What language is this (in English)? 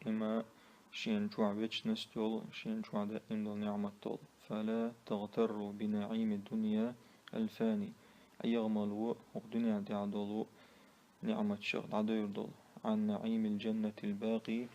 Chechen